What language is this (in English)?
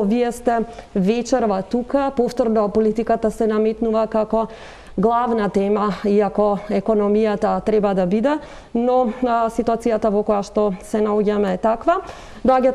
Macedonian